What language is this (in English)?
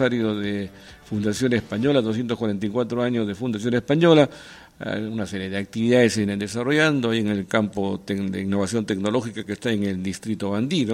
Spanish